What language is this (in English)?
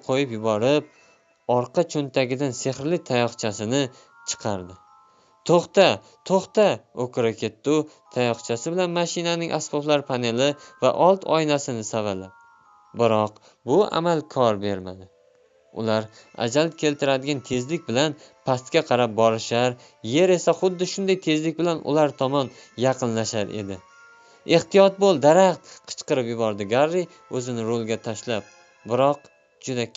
Uzbek